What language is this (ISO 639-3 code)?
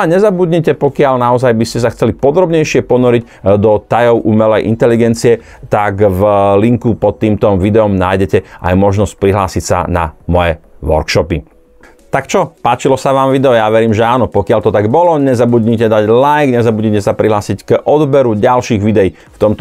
slk